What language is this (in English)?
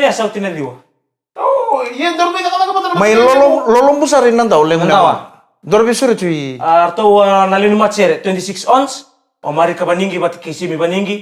Fijian